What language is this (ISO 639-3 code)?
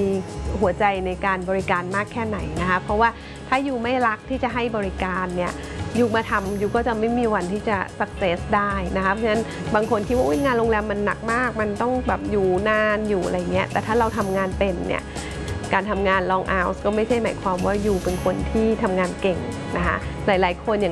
tha